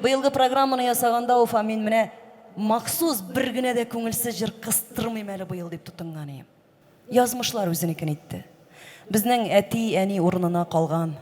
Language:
Tatar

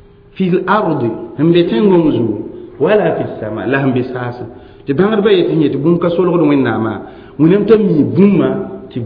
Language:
Mossi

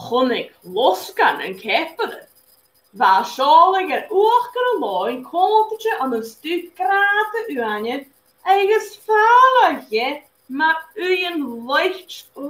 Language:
Scottish Gaelic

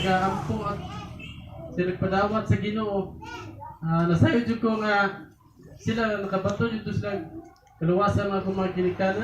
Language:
Cebuano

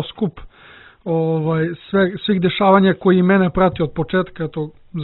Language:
Serbian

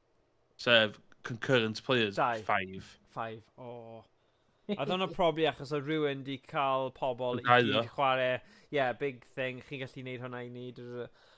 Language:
Welsh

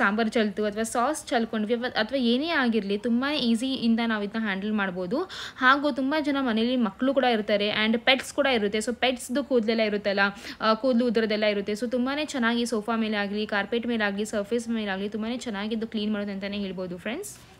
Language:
Kannada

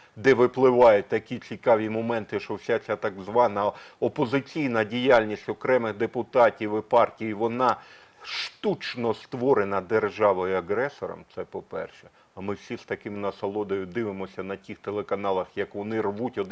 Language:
Ukrainian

